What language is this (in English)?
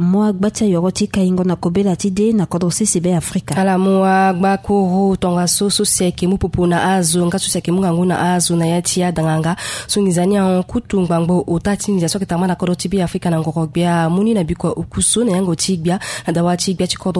Sango